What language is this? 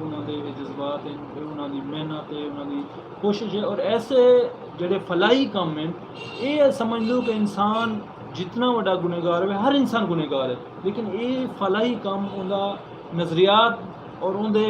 Saraiki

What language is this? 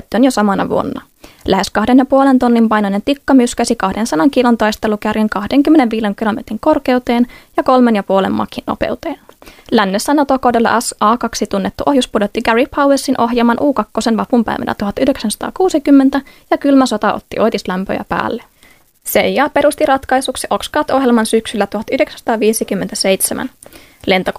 Finnish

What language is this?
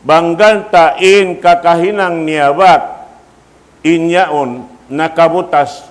Tausug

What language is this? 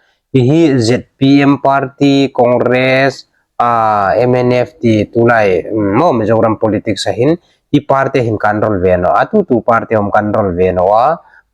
Hmar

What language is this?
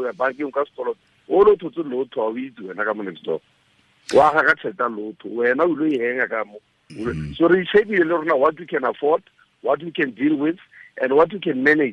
Tswana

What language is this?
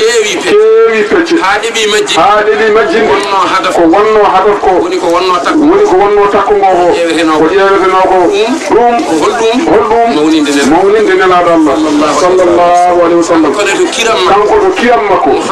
Fula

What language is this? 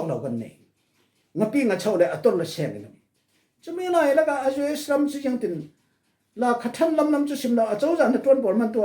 Falam Chin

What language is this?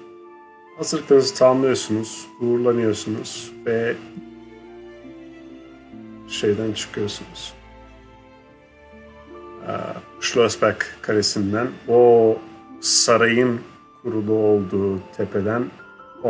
Turkish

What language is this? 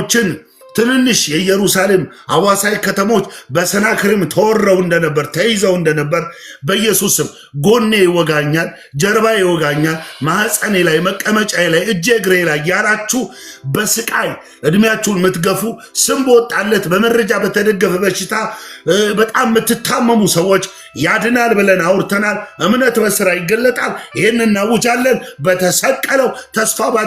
Amharic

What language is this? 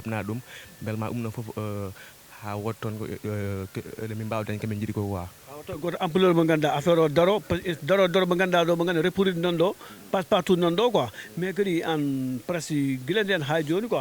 Fula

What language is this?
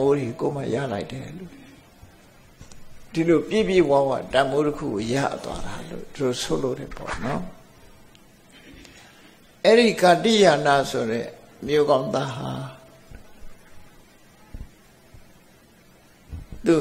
Burmese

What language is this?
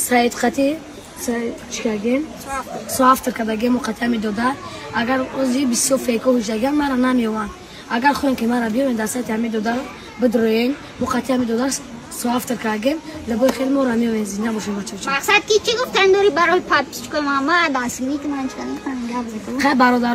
Tajik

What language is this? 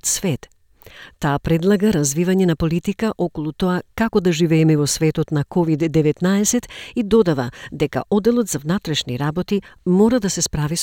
Macedonian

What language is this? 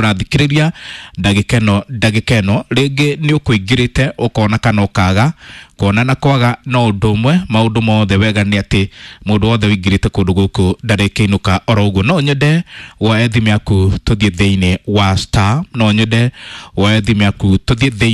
Kikuyu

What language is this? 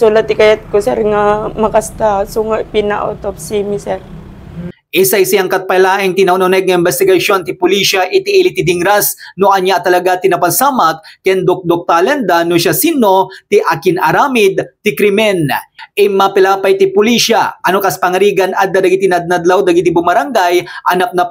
Iloko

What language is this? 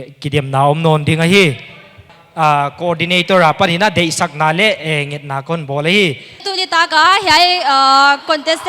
Paite Chin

